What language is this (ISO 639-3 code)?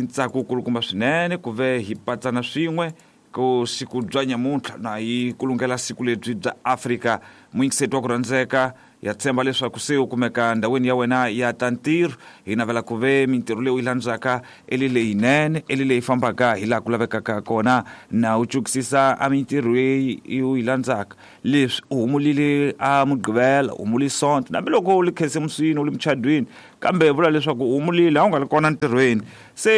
tso